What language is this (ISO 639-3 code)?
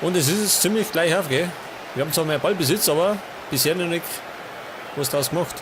bar